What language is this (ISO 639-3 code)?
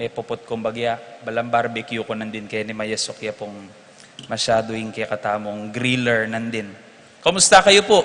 pam